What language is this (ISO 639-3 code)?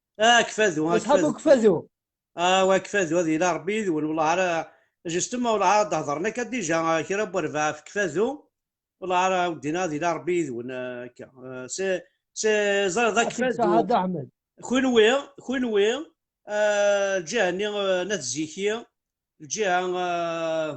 kab